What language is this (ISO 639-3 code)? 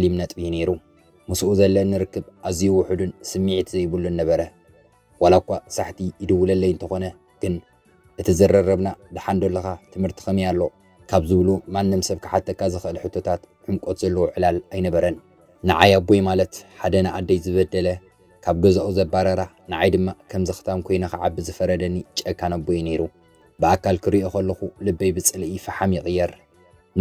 tir